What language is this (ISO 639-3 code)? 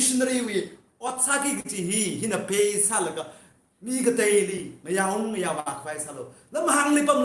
nmf